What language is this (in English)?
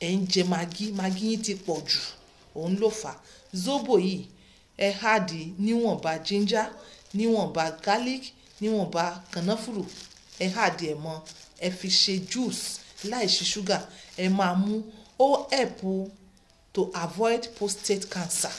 Yoruba